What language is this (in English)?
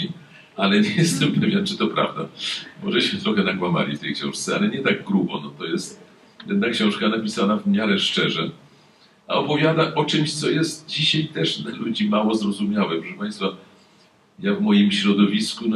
Polish